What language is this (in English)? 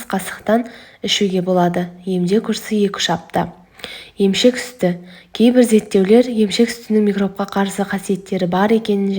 Kazakh